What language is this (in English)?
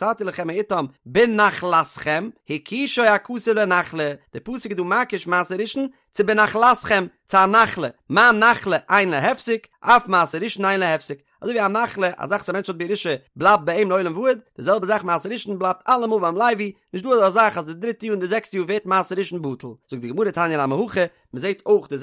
Yiddish